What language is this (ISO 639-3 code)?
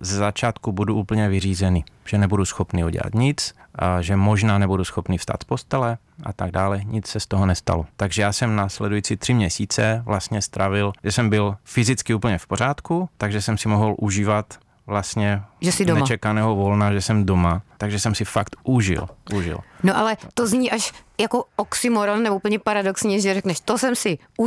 ces